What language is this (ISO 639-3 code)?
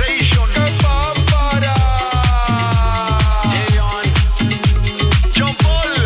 spa